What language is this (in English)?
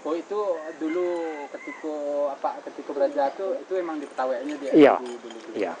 Minangkabau